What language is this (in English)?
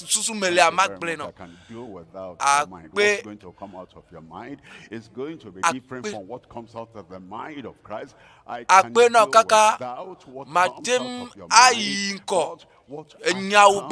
Ewe